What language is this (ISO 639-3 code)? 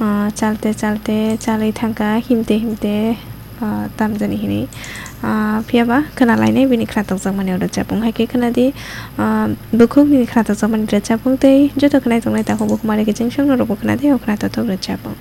trp